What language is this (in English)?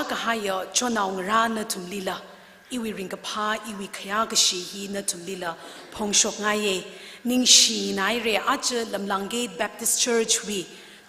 Tangkhul Naga (India)